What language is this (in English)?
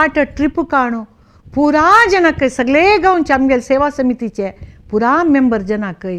Konkani